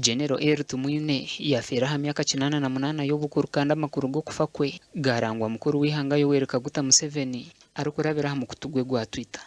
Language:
Nyankole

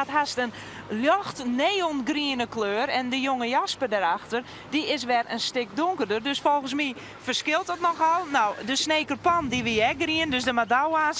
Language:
Western Frisian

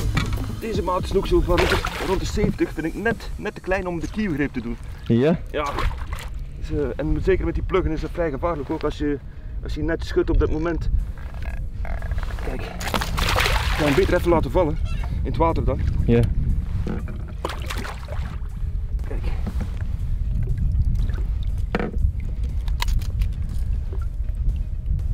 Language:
Dutch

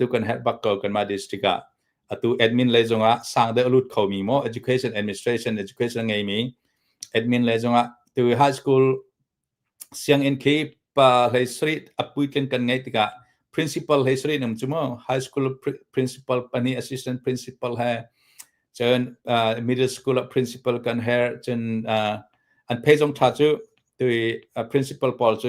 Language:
Hakha Chin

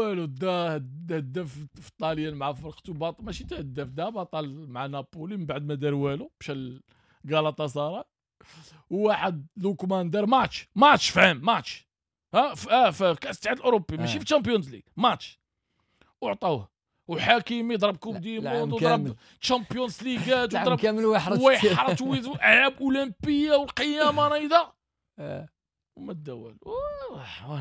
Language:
Moroccan Arabic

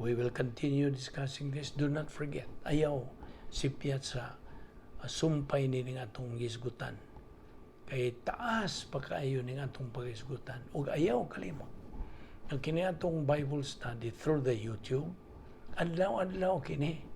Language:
Cebuano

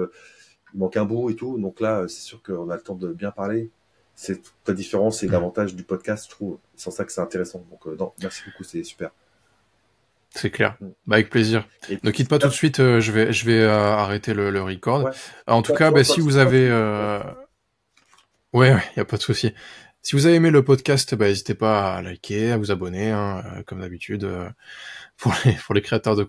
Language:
French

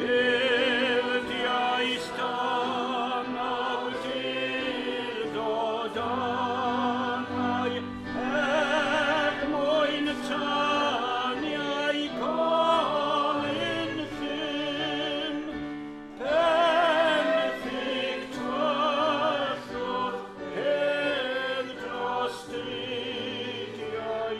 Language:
Welsh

